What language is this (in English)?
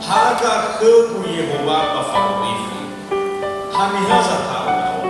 Nias